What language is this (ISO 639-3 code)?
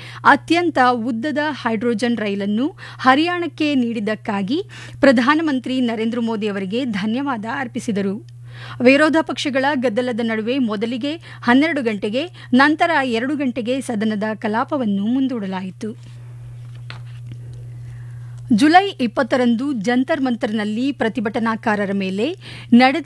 kan